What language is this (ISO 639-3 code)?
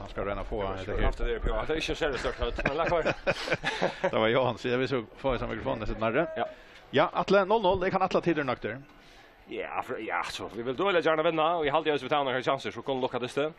fao